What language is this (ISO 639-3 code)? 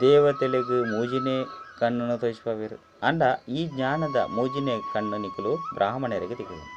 tcy